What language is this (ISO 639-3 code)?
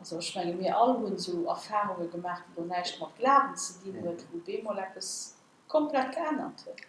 ltz